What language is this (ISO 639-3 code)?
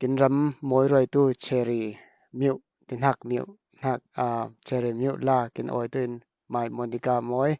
cfm